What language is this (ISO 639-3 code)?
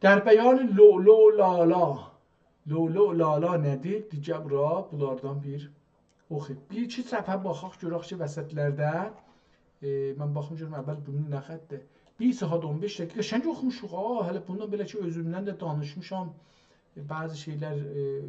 azb